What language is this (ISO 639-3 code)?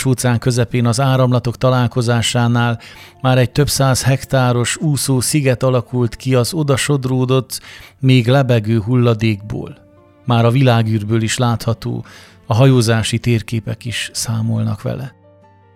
hun